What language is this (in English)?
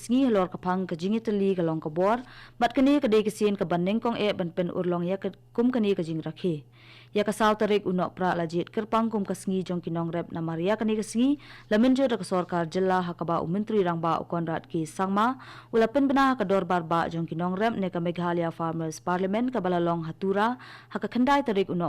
Khasi